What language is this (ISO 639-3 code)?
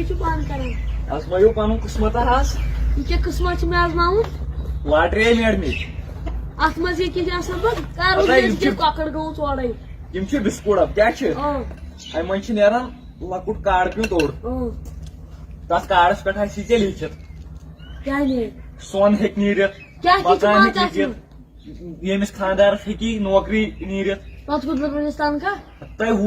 kas